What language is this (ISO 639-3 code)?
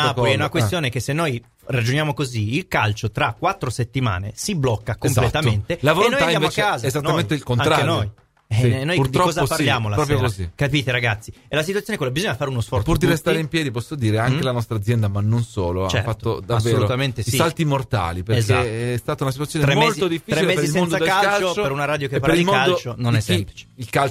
ita